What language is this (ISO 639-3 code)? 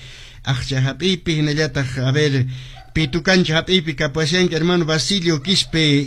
que